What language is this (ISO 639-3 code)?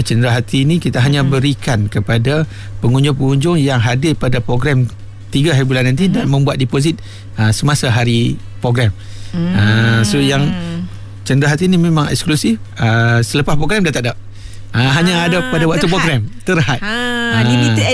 msa